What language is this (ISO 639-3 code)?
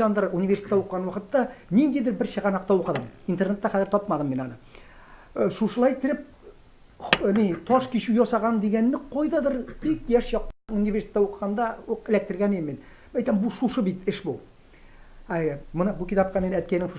tat